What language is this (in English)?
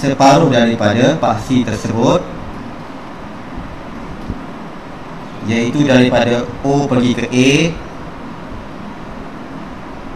Malay